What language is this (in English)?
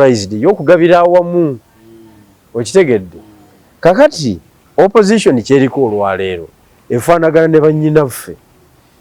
Ganda